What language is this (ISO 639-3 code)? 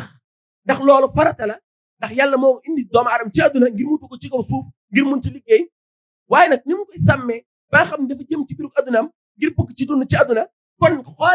wol